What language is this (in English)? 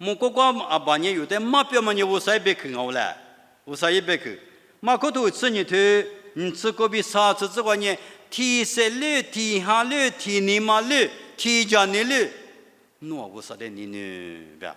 Lisu